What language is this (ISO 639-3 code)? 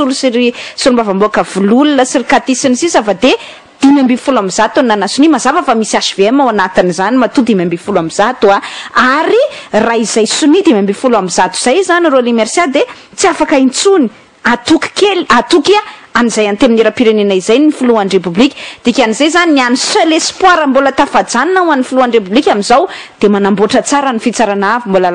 mlg